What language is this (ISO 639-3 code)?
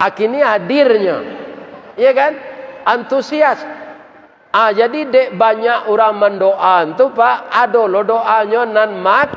min